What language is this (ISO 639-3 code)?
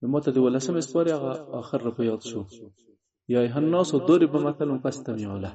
pus